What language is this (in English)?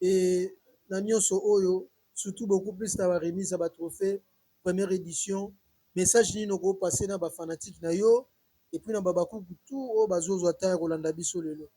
Lingala